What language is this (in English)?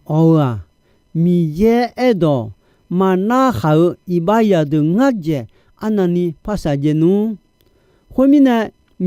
Akha